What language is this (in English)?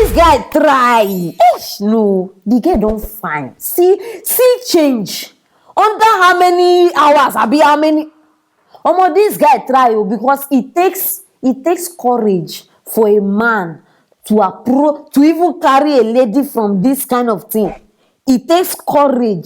Nigerian Pidgin